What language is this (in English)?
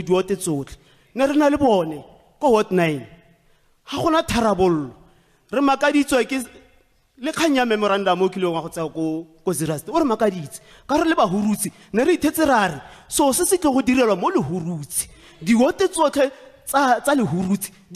Tswana